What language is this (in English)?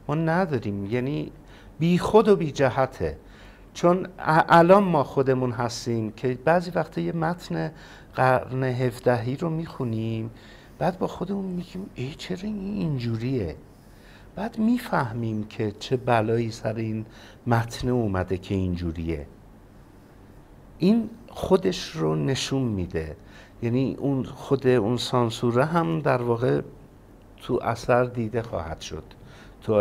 Persian